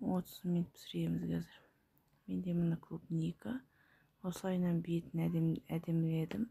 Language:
Kazakh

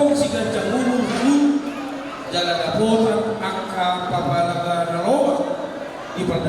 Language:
Batak Toba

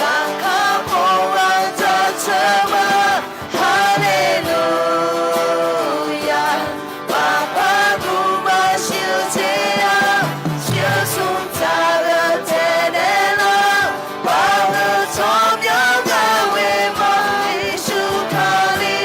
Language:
Akha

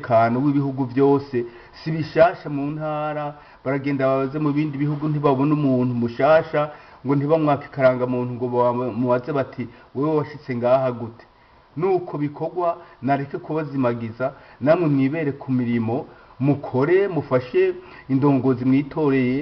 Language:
Rundi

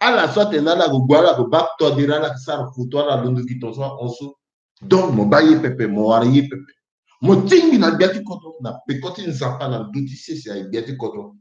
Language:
Sango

